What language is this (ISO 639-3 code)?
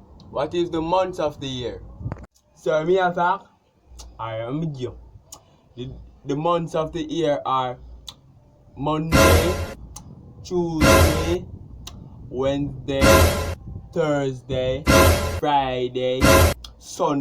jam